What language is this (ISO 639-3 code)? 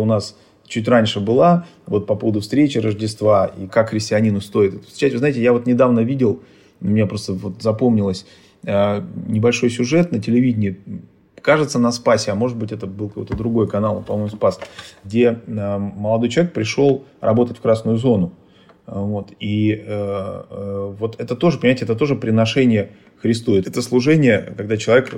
rus